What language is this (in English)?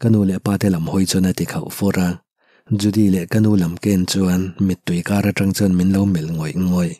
Mizo